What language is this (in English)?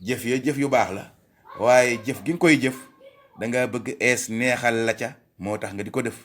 Wolof